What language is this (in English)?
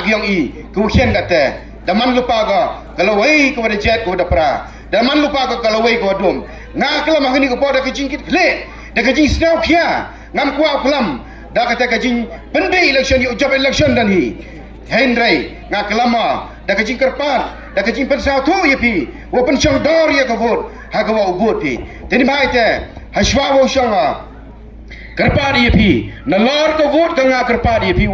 Pnar